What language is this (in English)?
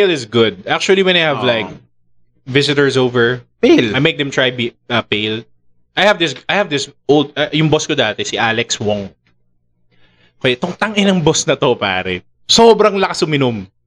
Filipino